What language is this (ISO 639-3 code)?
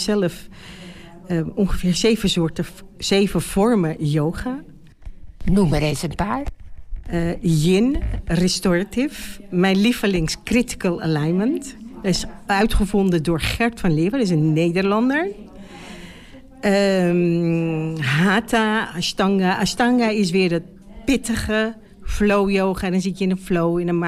nld